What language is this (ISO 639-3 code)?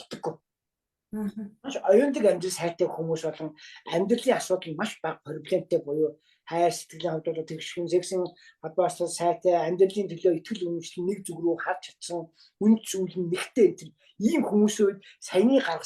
mon